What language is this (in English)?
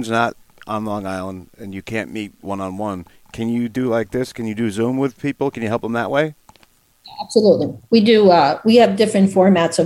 English